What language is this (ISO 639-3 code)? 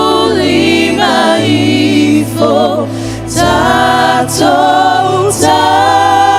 smo